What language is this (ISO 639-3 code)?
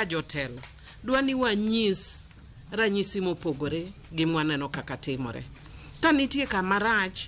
luo